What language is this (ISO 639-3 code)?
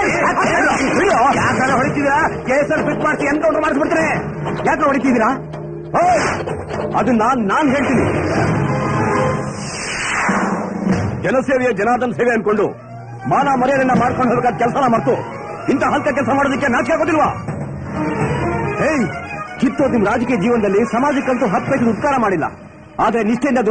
kan